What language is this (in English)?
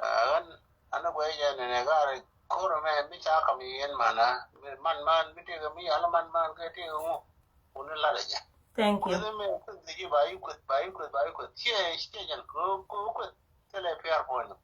Nuer